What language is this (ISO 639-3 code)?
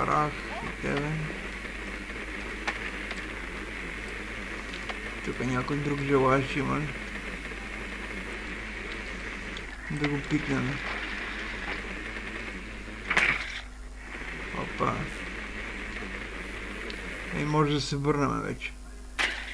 bul